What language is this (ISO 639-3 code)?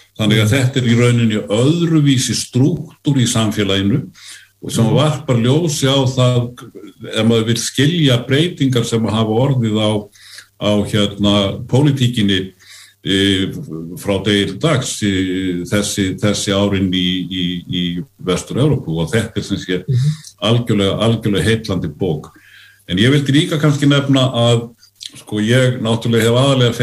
isl